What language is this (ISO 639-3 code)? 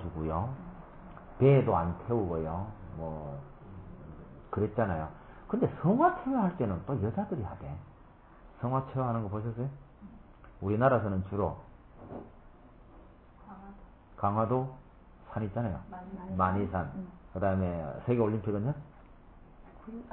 kor